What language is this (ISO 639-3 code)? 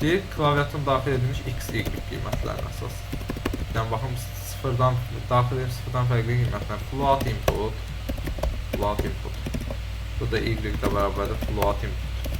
aze